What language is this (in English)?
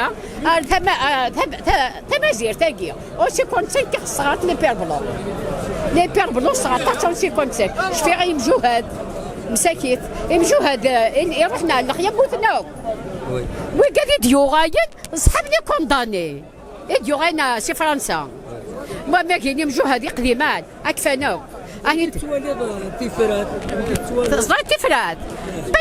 Kabyle